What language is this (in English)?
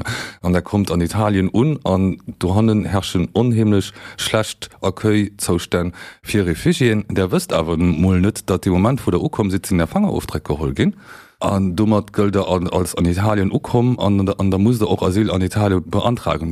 Luxembourgish